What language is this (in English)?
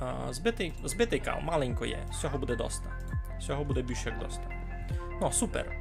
Rusyn